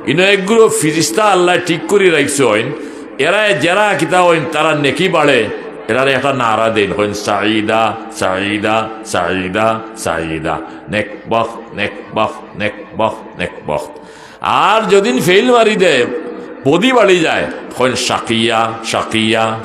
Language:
Sylheti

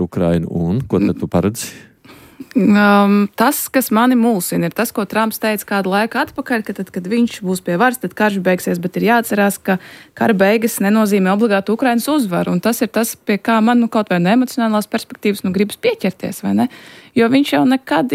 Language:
Latvian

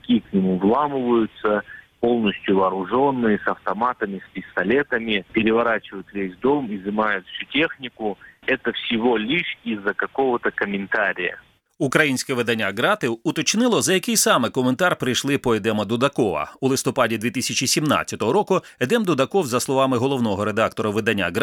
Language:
Ukrainian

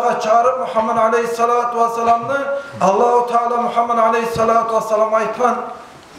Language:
Kumyk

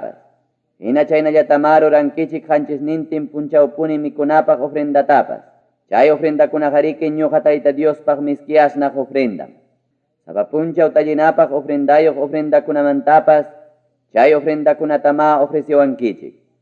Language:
Ayacucho Quechua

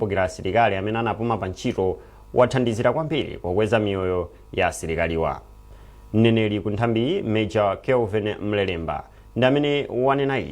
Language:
Nyanja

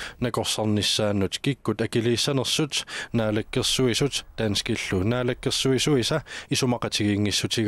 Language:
Kalaallisut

